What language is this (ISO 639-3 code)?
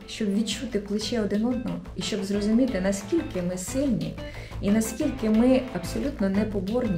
ukr